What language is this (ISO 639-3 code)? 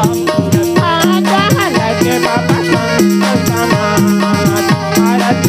hne